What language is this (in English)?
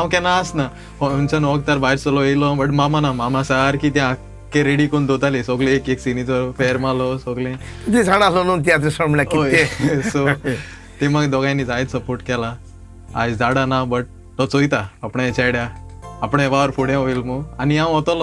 Konkani